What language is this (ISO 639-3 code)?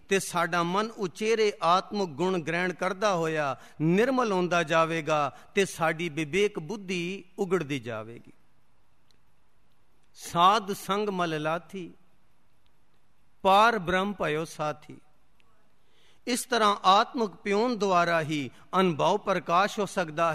pan